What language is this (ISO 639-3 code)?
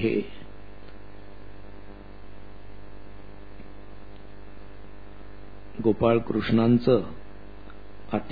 mar